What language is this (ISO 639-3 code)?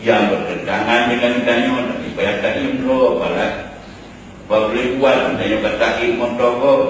ace